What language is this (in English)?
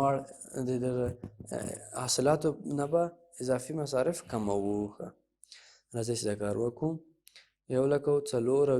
Pashto